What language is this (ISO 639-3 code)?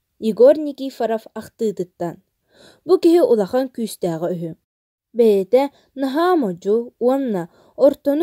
sah